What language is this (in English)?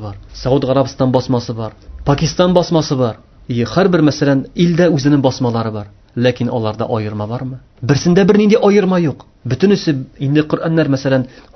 Tatar